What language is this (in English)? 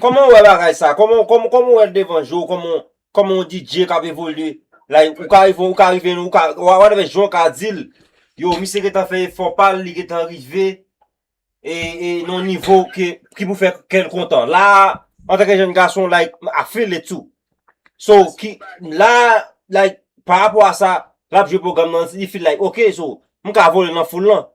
Haitian Creole